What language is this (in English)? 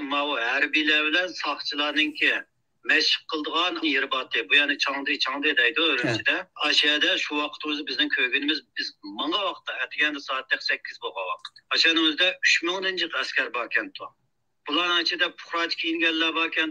Uyghur